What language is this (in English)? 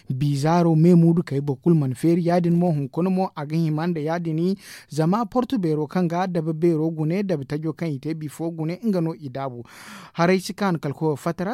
Zarma